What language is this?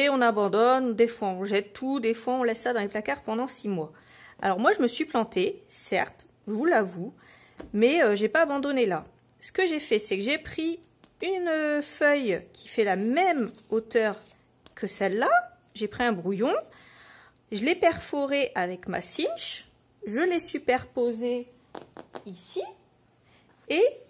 French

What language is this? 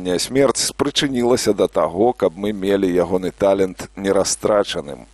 Belarusian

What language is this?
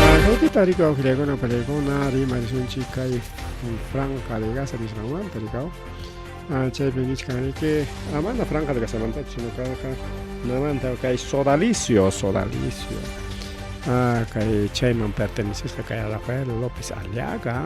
Ayacucho Quechua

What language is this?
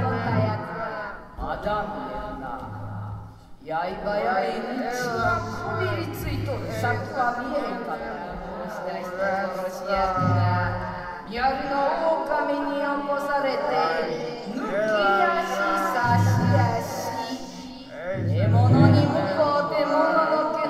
Japanese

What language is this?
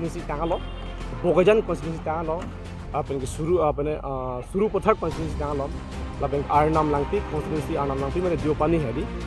Karbi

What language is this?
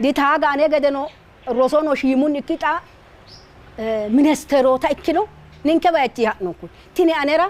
Sidamo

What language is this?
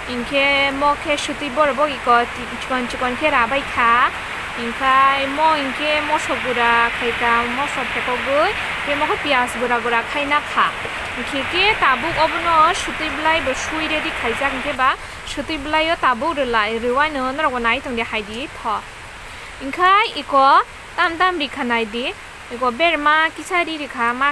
Kok Borok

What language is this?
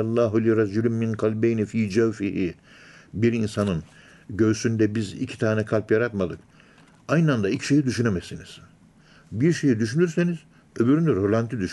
Turkish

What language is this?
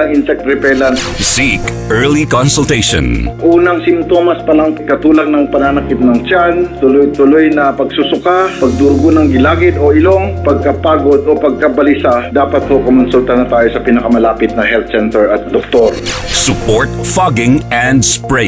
Filipino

